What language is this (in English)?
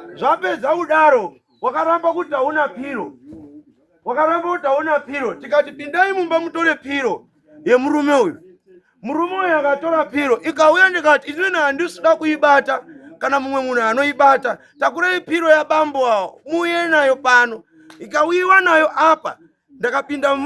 Shona